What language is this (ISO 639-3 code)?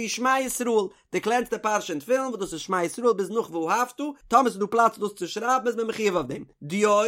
yid